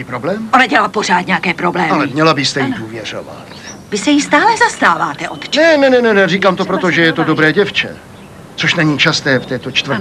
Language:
Czech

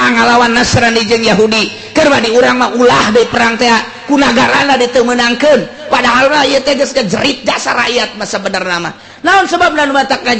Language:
Sundanese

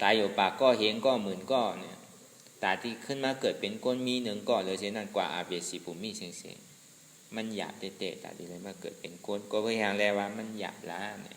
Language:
Shan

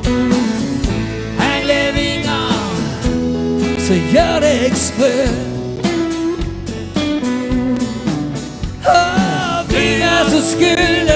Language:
Norwegian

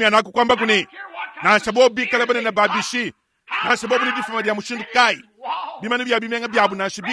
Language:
Luba-Lulua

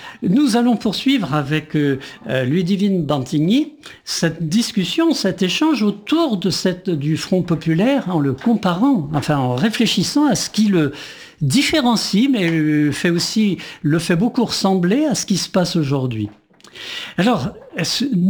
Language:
French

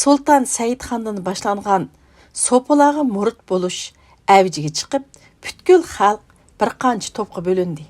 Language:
Uyghur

